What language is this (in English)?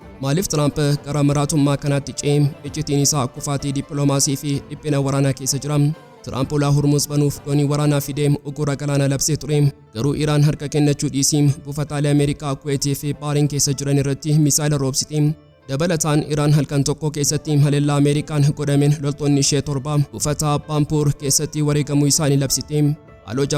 Oromo